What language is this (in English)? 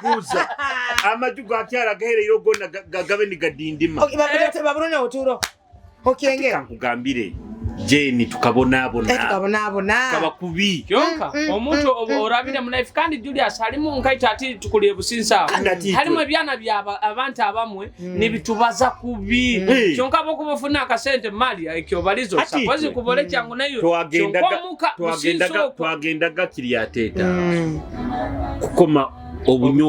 Nyoro